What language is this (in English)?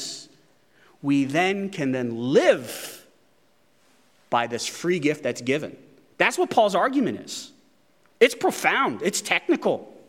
English